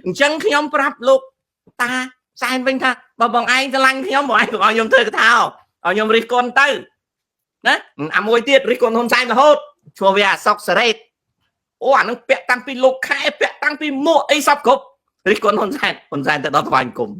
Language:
Khmer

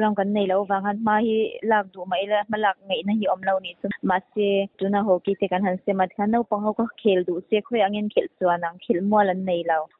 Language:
Mizo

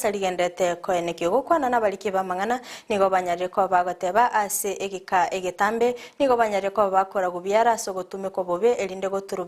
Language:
Gusii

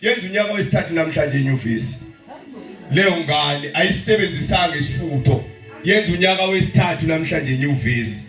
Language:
Zulu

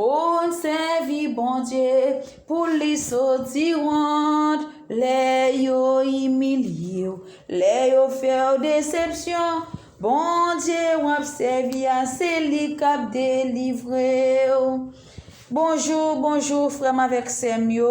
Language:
Haitian Creole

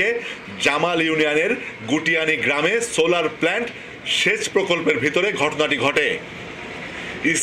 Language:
Bangla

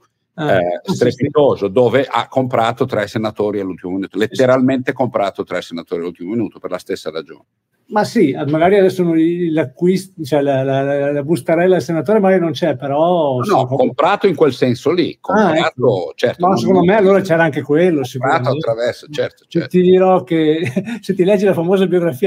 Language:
Italian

